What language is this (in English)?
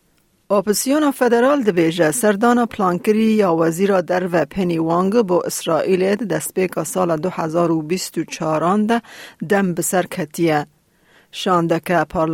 Kurdish